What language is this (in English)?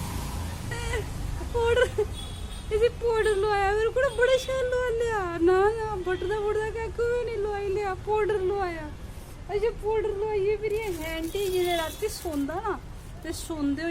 Dogri